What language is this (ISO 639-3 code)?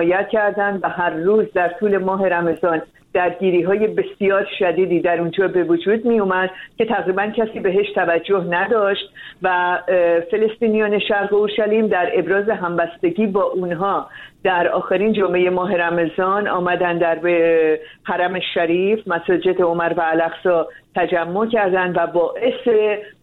fas